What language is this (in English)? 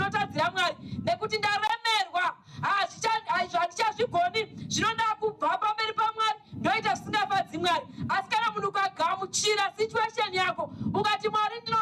Shona